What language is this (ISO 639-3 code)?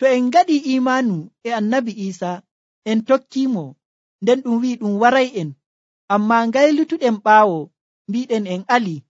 fuv